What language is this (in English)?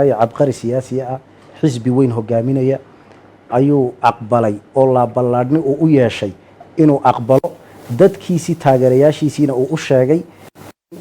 Somali